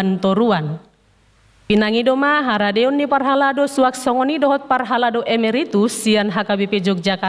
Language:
Batak Toba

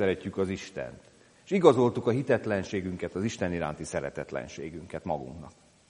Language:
Hungarian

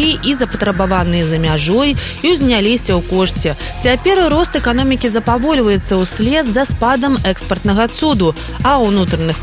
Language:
Belarusian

